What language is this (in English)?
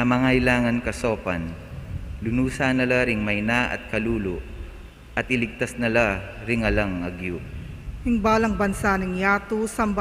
Pampanga